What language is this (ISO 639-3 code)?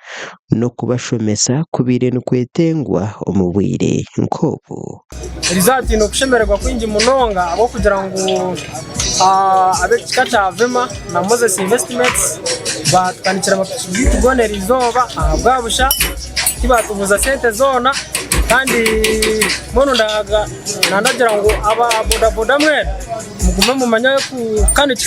nyn